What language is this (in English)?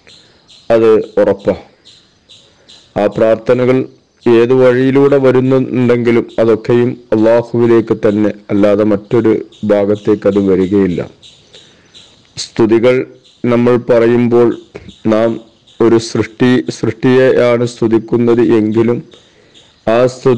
Malayalam